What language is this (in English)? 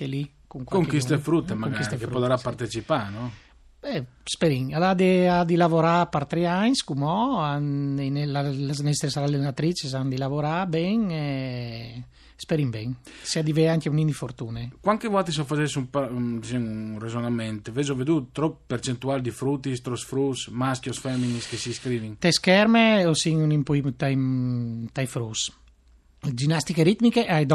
Friulian